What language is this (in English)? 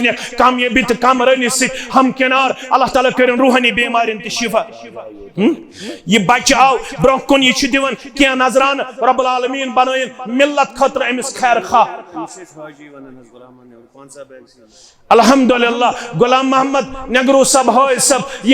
Kashmiri